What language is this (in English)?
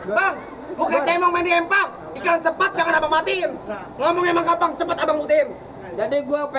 Betawi